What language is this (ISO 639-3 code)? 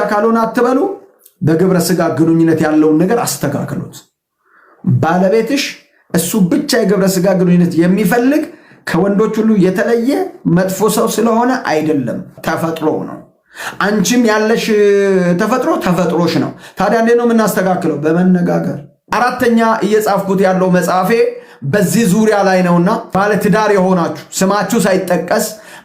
amh